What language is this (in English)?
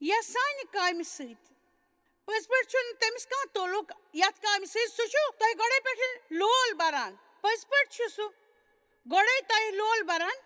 Kashmiri